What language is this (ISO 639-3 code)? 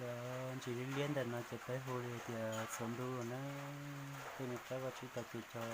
hmn